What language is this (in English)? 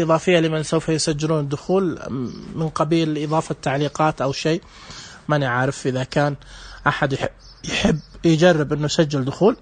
Najdi Arabic